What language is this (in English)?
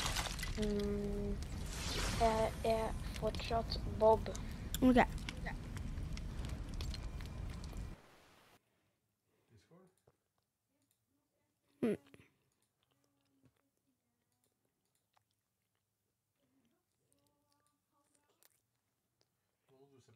Norwegian